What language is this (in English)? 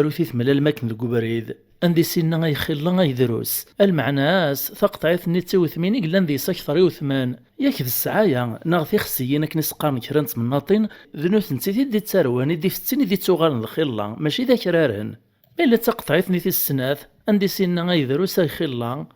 Kabyle